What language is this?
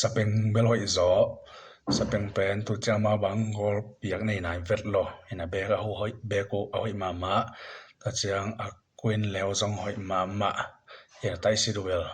Tedim Chin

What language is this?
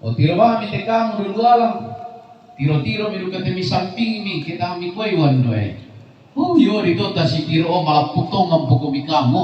Toraja-Sa'dan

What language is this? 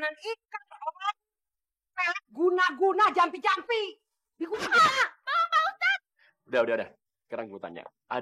Betawi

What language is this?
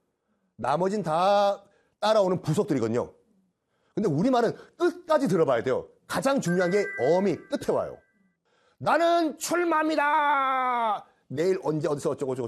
Korean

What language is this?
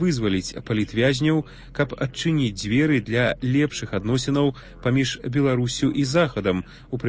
Belarusian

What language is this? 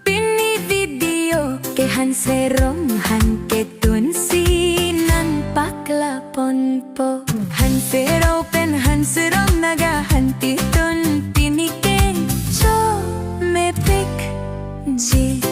Karbi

